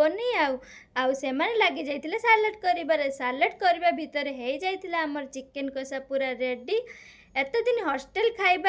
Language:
Odia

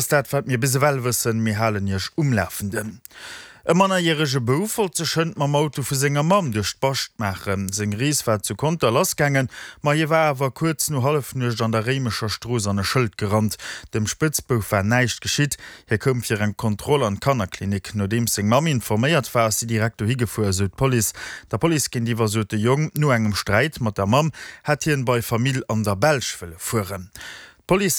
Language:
Luxembourgish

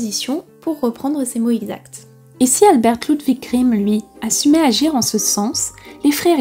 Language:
French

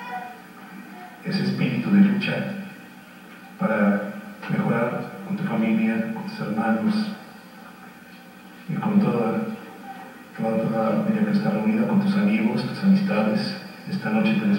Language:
Spanish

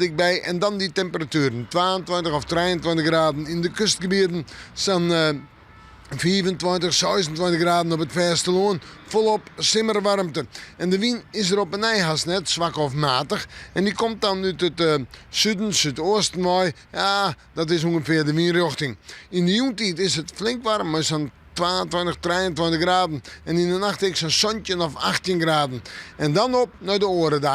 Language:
Western Frisian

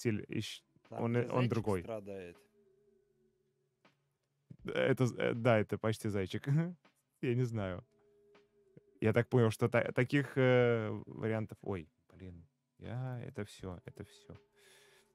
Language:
Russian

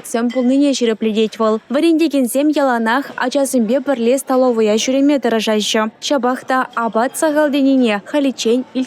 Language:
Chuvash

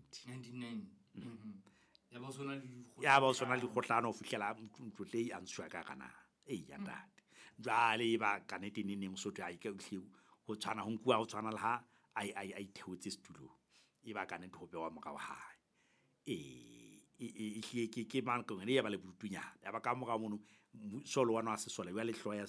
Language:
Southern Sotho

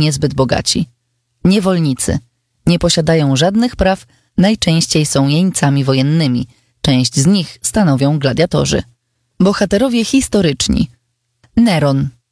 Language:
Polish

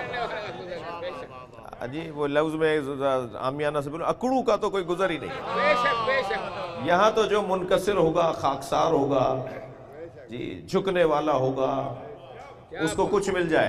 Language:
Urdu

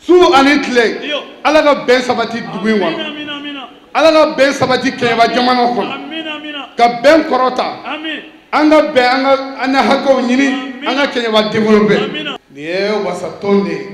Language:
Bambara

